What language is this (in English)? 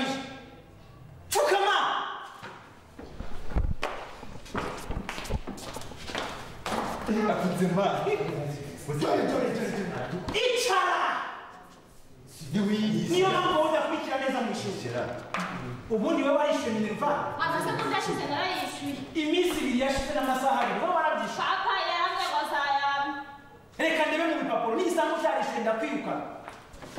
Kinyarwanda